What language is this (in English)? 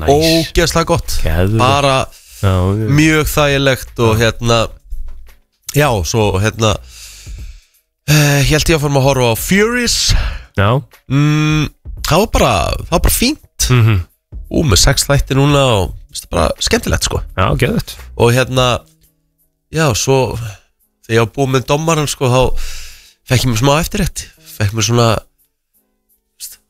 Icelandic